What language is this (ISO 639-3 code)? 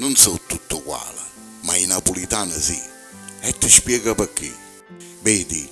nap